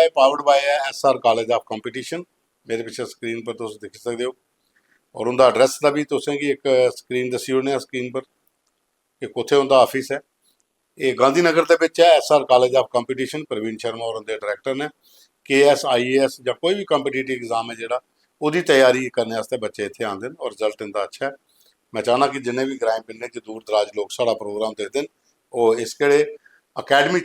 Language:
Dogri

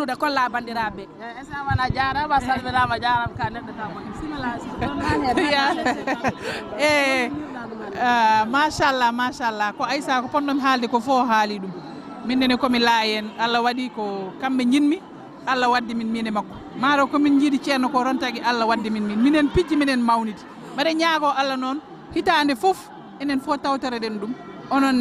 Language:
Fula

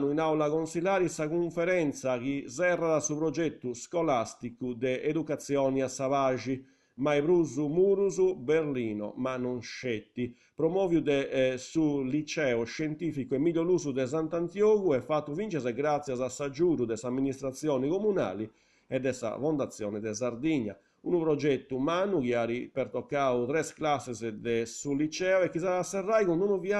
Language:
Sardinian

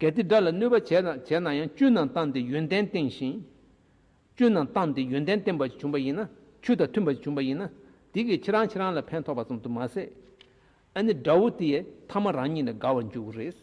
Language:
Tibetan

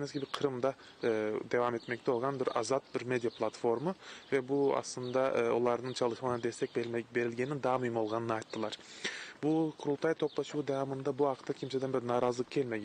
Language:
Crimean Tatar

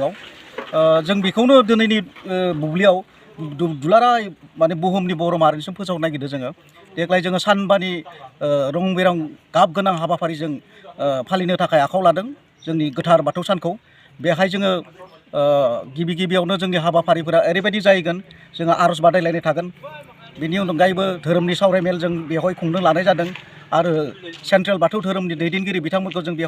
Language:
Bodo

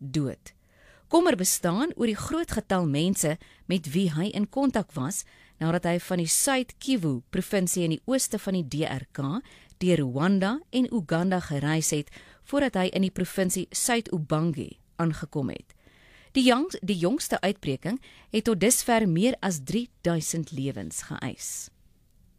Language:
Afrikaans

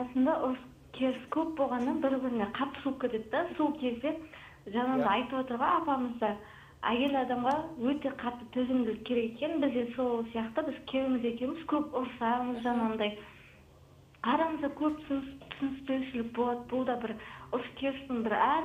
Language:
Kazakh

